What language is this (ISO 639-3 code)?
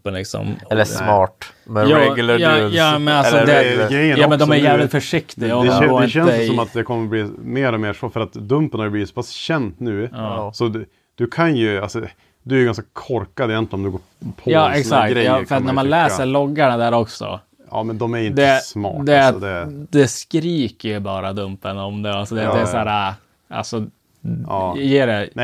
swe